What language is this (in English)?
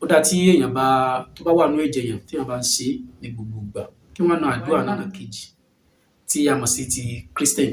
Yoruba